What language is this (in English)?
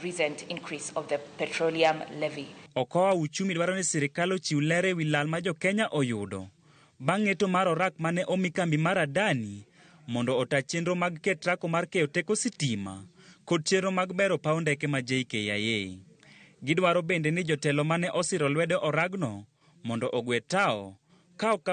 Luo (Kenya and Tanzania)